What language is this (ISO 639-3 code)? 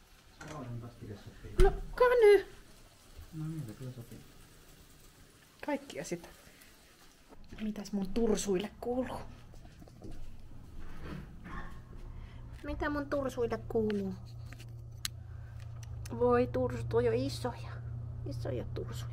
fin